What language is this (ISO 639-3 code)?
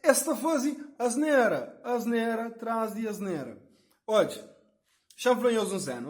kea